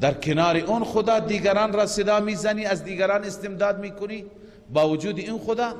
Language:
Persian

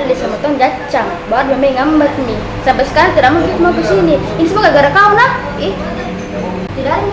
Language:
Makassar Malay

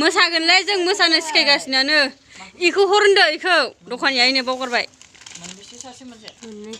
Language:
Bodo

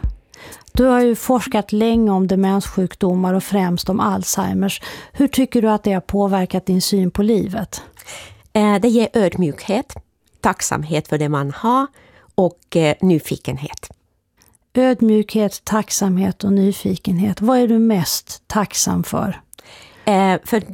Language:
Swedish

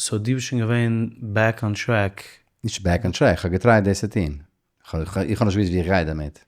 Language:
Yiddish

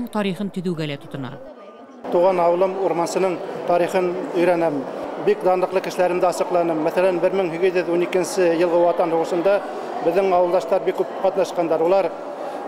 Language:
Bashkir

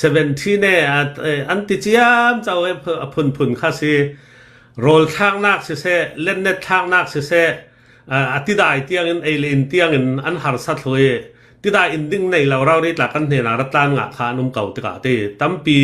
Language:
Hakha Chin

